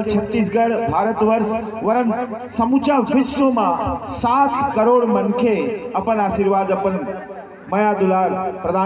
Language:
Chhattisgarhi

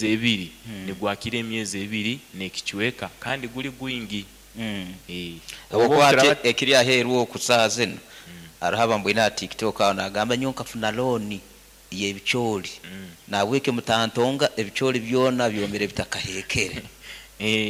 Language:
Nyoro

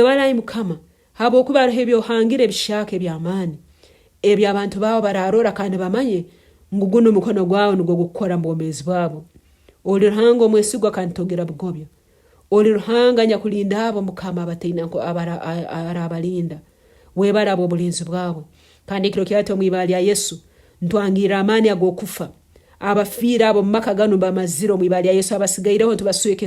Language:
Nyankole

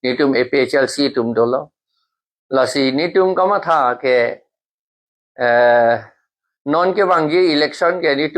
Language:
Karbi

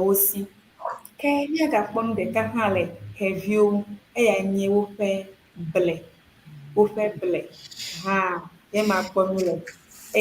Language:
Ewe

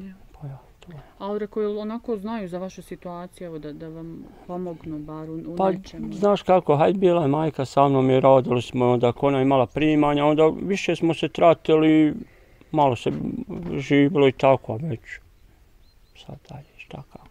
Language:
Bosnian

